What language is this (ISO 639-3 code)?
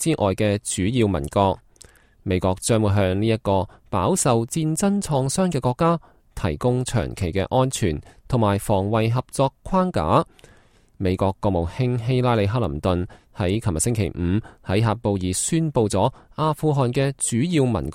yue